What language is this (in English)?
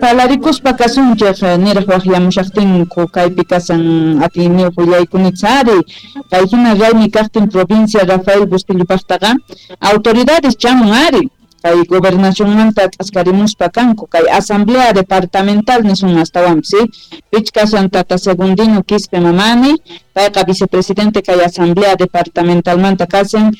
South Bolivian Quechua